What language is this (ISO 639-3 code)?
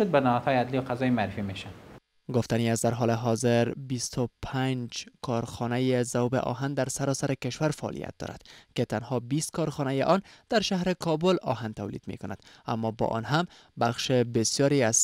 fas